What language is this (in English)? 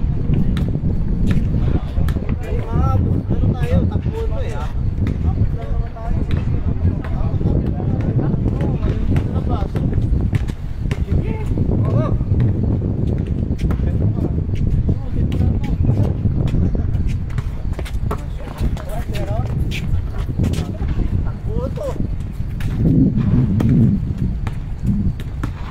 Filipino